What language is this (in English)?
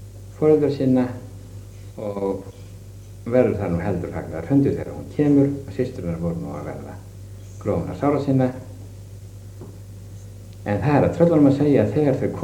Icelandic